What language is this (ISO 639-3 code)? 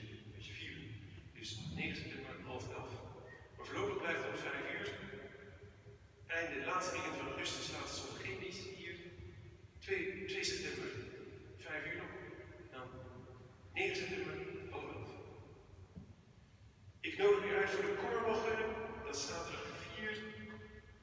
nld